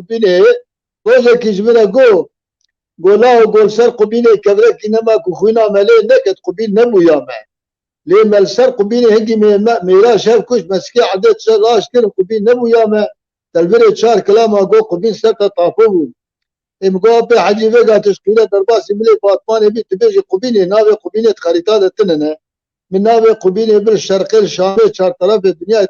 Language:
Kurdish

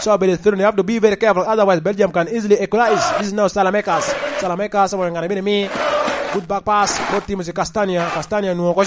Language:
Lango (Uganda)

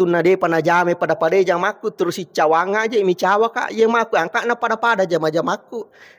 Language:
Buginese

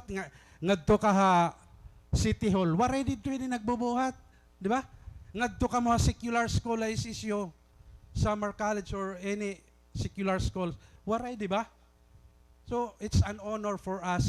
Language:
Waray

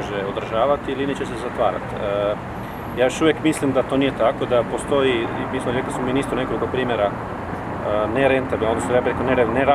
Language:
Croatian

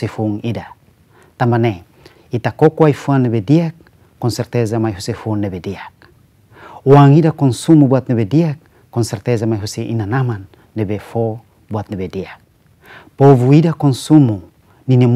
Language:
Tetum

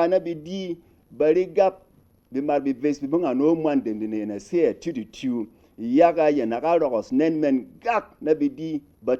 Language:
Berom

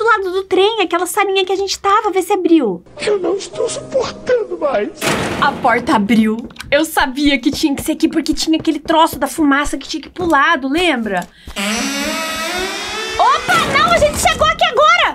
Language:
Portuguese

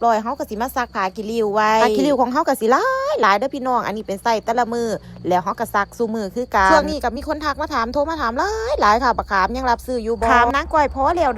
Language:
Northeastern Thai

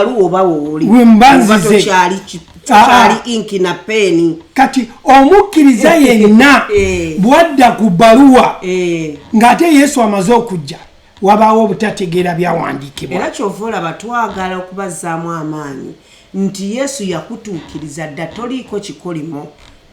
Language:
Ganda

